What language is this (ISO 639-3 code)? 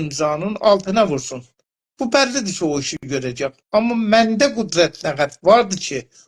azb